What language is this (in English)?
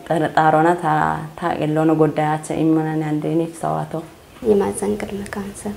Kafa